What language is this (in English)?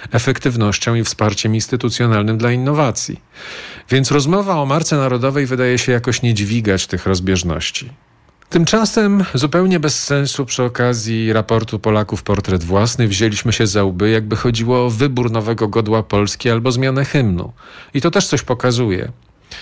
Polish